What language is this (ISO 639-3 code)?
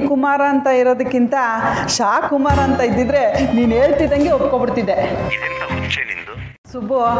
kan